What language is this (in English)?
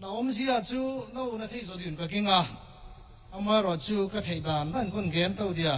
Tedim Chin